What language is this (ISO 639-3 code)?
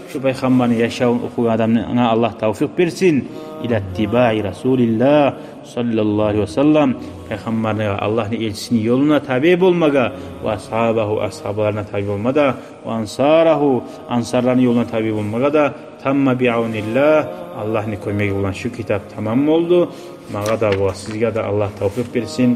kum